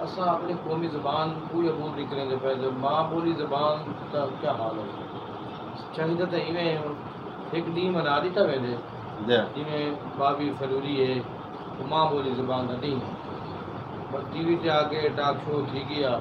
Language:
Saraiki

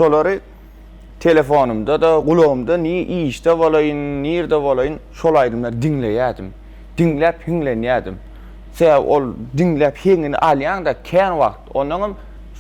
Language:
Turkmen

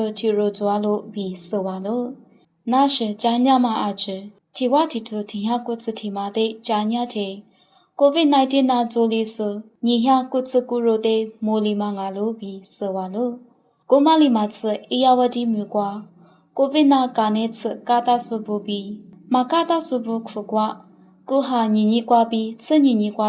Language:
Lisu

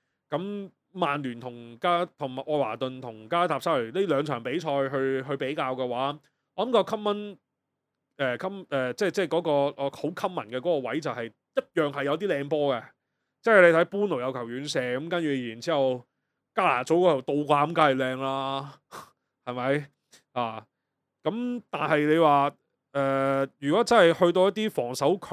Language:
Cantonese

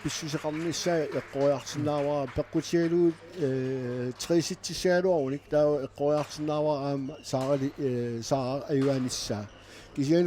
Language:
Kalaallisut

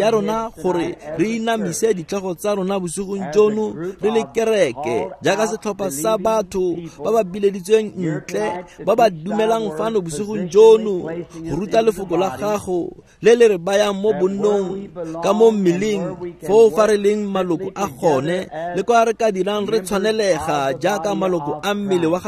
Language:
Tswana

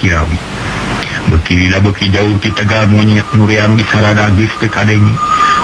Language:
Sundanese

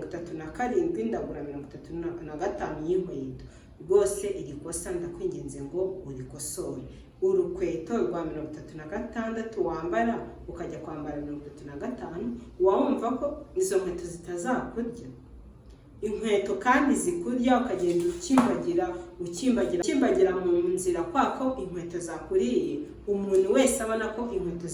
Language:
Kinyarwanda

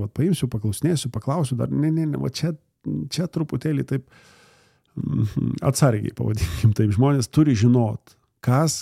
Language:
Lithuanian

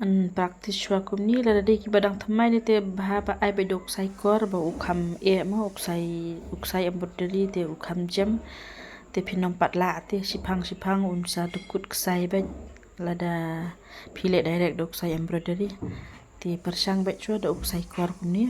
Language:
Khasi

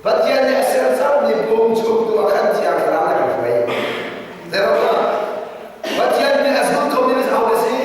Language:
Hakha Chin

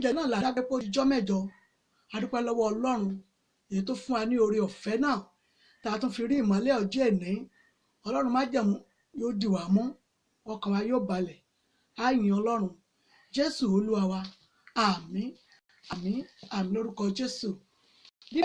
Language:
Yoruba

